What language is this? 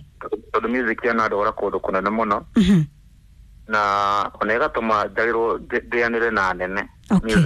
Kikuyu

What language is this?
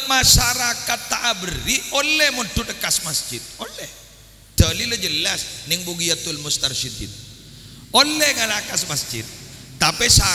Madurese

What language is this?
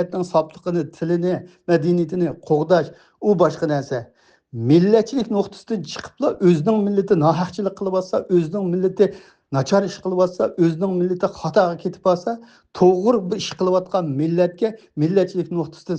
Uyghur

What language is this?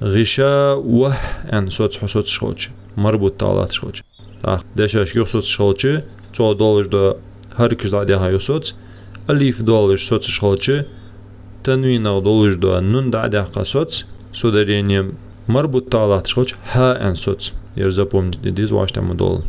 Ingush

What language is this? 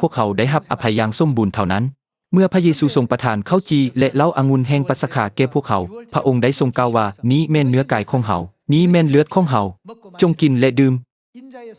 Lao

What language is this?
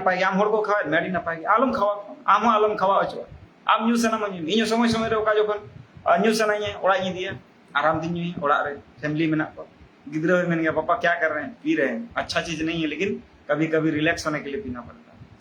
Santali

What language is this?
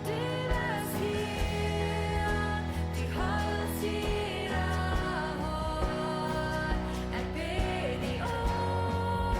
Plautdietsch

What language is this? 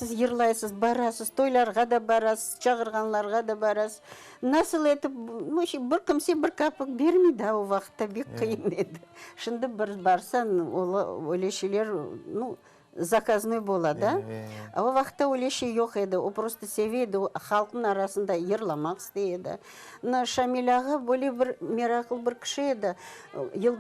Crimean Tatar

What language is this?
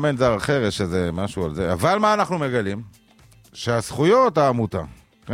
Hebrew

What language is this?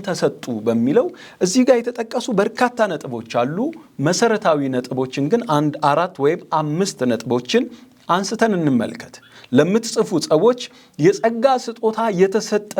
Amharic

